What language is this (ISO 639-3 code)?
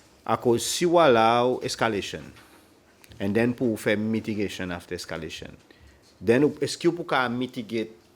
crs